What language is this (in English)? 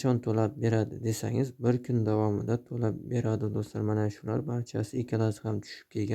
Uzbek